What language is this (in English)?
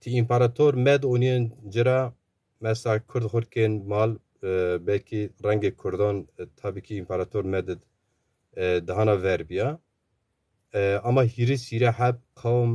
Zaza